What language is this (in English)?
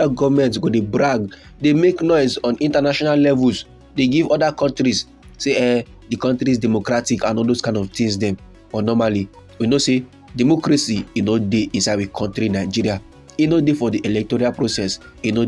Nigerian Pidgin